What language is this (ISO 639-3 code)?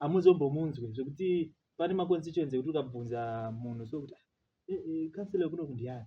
sna